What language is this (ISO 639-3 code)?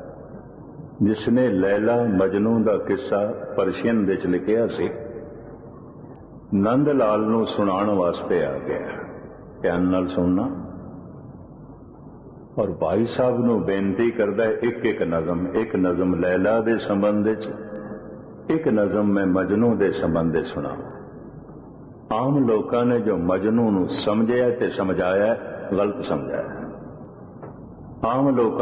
pan